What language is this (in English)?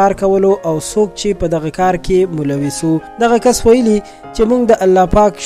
Pashto